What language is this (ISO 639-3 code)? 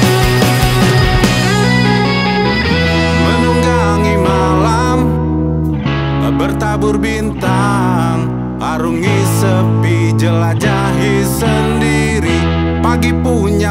ind